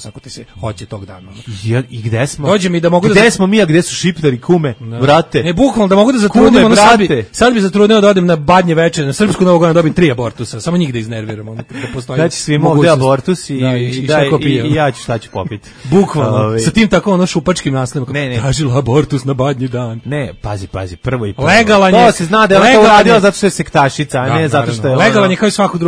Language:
Serbian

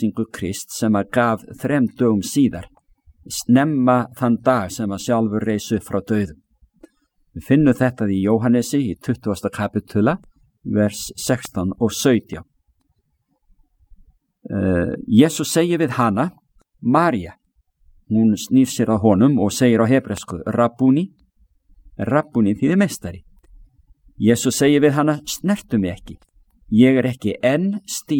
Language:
Icelandic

